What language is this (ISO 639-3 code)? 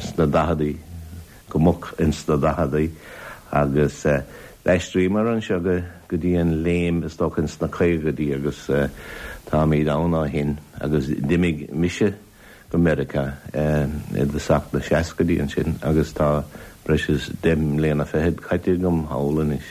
gle